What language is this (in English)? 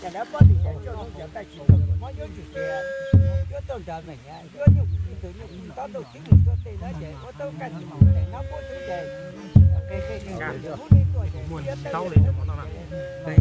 Hmong